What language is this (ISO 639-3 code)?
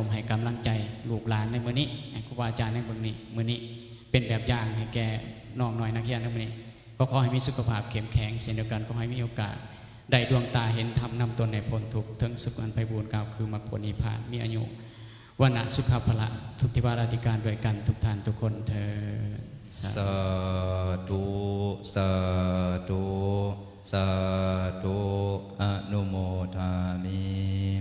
lao